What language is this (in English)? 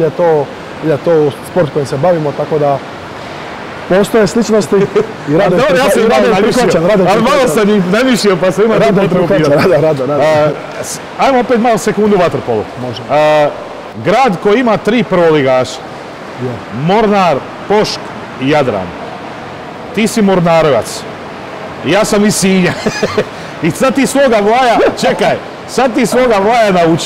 Croatian